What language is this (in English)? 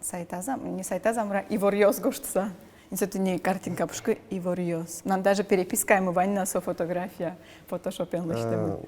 Udmurt